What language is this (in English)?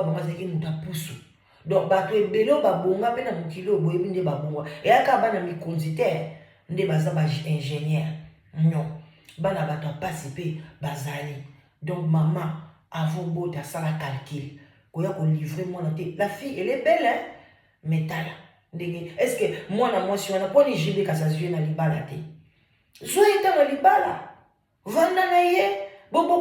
Lingala